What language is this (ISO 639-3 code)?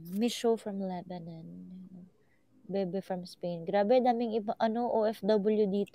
fil